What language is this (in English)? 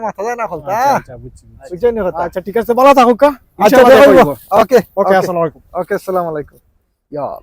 Sylheti